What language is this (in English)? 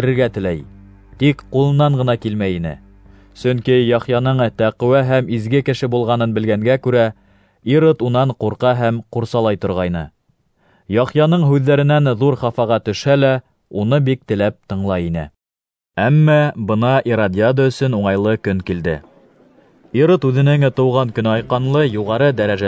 Bashkir